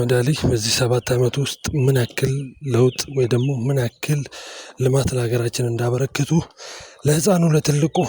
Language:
Amharic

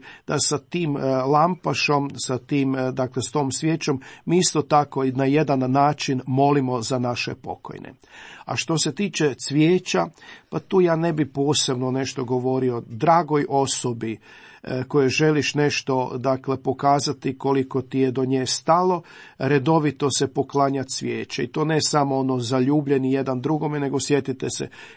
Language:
Croatian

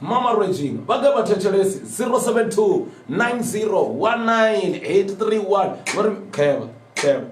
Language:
Venda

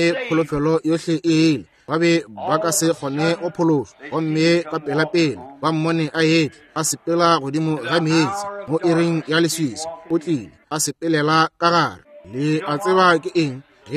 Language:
Northern Sotho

